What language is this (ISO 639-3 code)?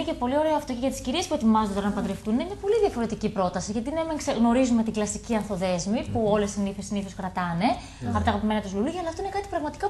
ell